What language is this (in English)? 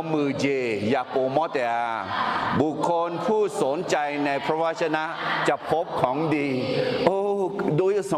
Akha